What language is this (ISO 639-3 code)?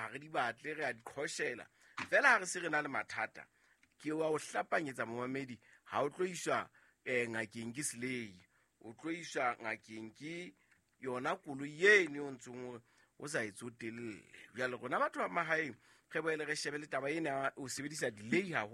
sot